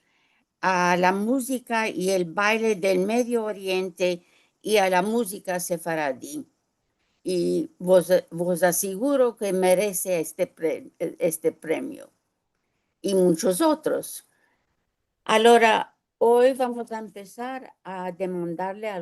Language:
Ladino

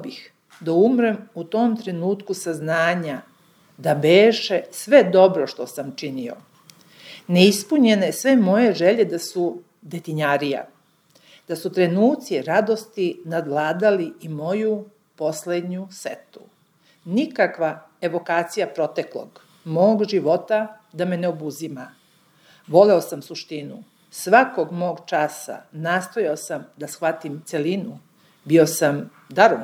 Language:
Serbian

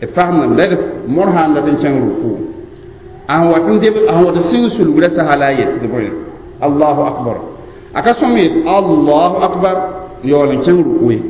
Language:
Mossi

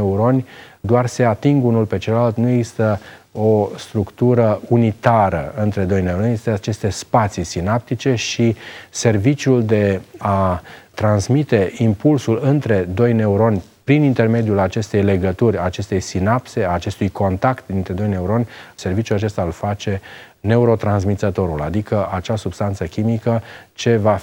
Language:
Romanian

